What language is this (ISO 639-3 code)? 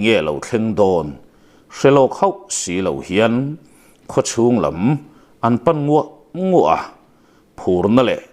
lus